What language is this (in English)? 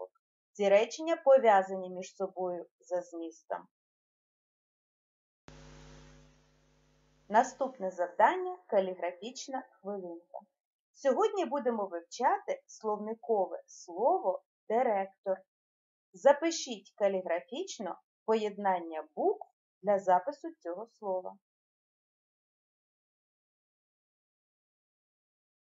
Ukrainian